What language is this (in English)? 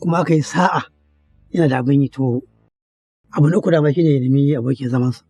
Hausa